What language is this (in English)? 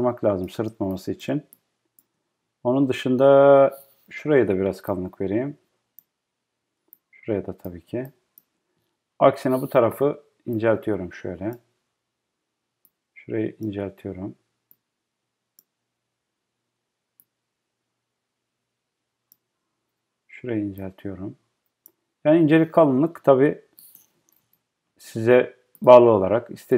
Turkish